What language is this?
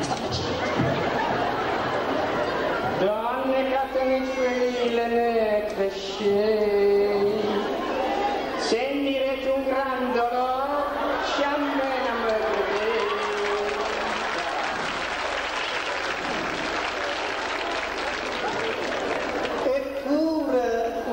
Italian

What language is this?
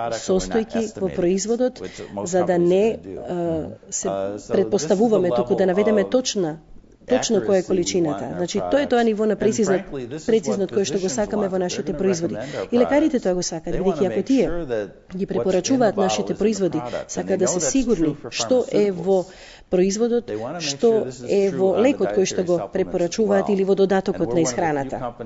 Macedonian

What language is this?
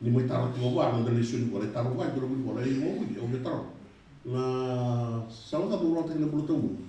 Fijian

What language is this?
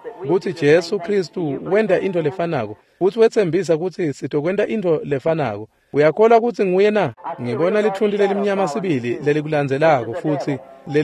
Swati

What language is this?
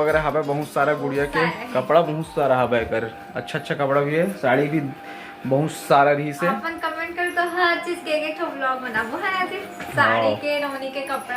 Chhattisgarhi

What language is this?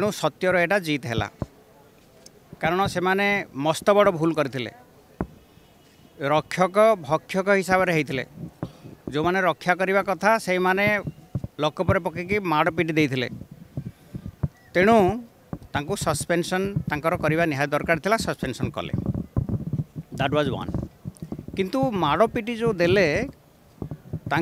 Odia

